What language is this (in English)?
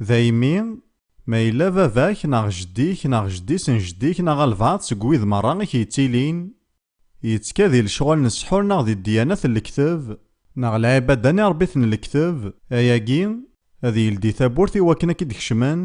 Kabyle